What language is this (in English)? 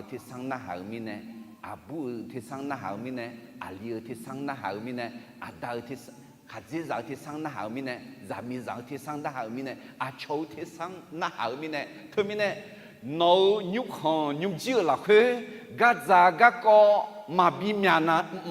Akha